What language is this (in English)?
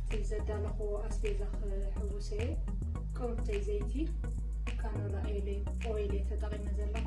Tigrinya